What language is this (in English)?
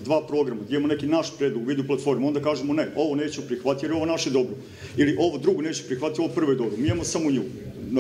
Serbian